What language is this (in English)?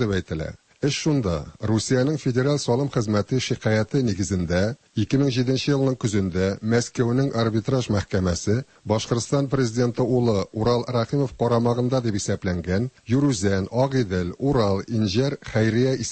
Tatar